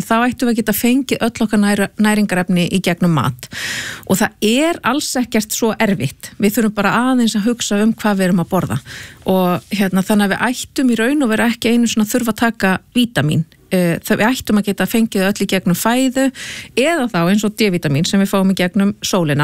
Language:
Icelandic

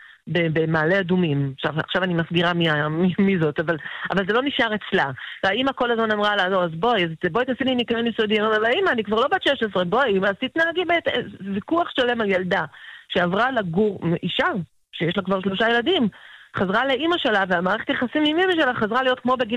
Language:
Hebrew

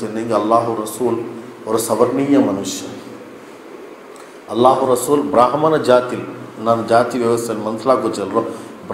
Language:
Kannada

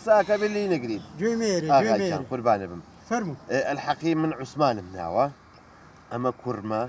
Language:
Central Kurdish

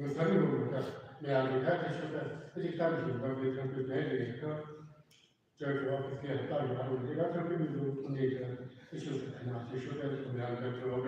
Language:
Tangkhul Naga (India)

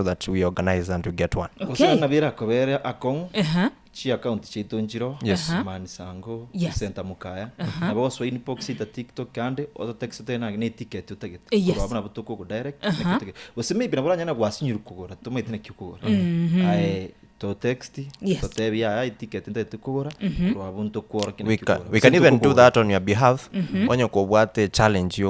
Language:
Gusii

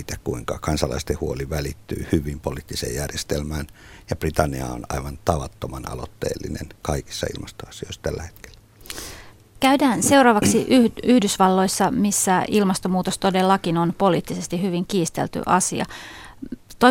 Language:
Finnish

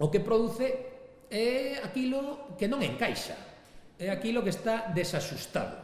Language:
Galician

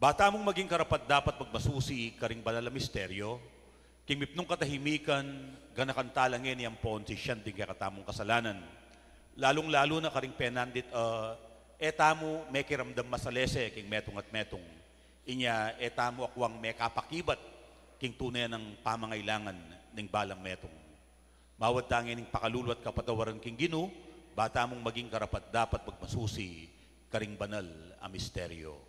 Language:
Pampanga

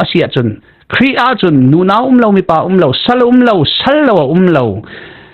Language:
Falam Chin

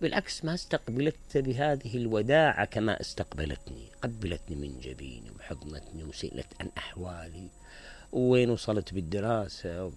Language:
Mesopotamian Arabic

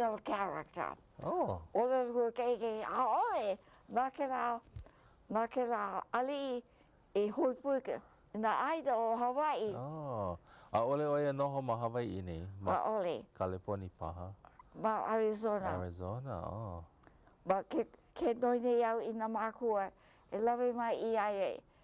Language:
Hawaiian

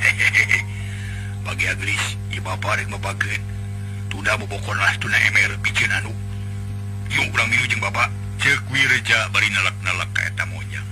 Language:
Sundanese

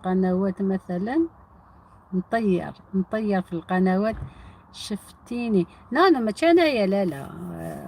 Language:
Algerian Arabic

